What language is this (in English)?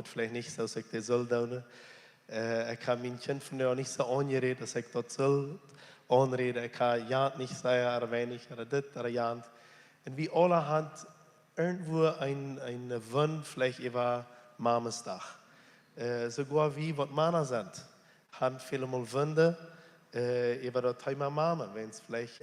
Plautdietsch